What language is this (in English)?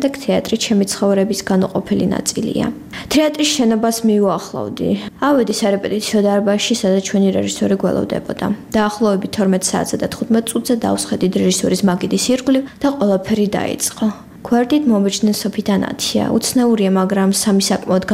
Georgian